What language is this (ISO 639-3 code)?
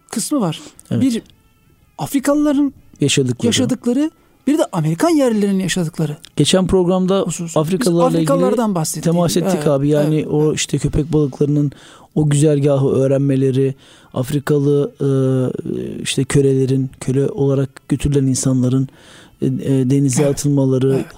tur